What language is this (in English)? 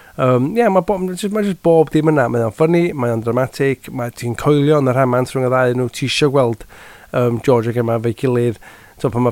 Welsh